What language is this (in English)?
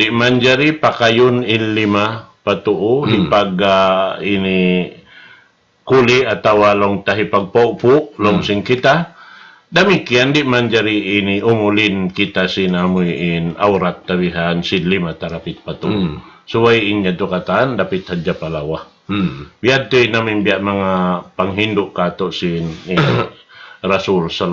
Tausug